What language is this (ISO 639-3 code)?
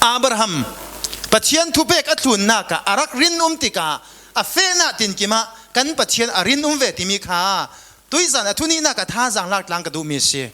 cfm